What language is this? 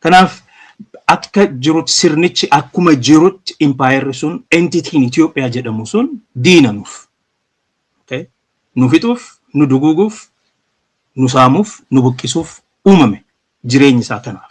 Oromo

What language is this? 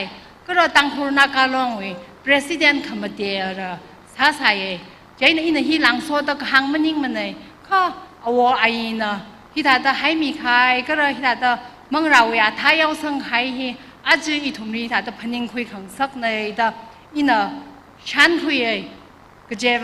Tangkhul Naga (India)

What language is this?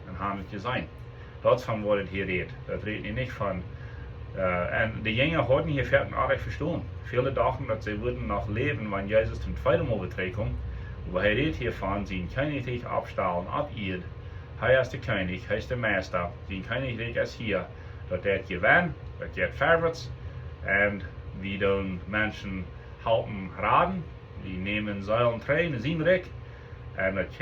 Plautdietsch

